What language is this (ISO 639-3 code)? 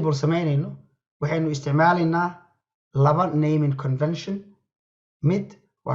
som